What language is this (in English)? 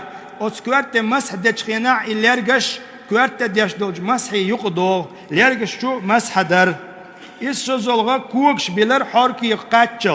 Chechen